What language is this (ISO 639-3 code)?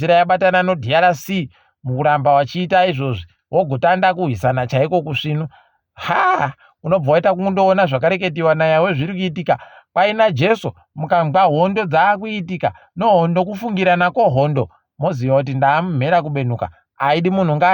ndc